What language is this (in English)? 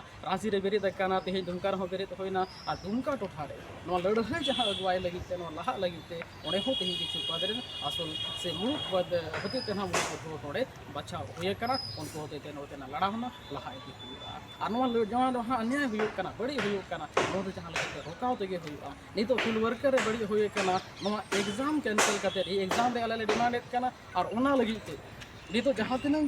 Santali